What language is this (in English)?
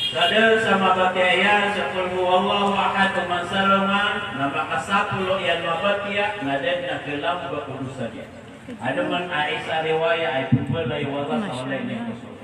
Maranao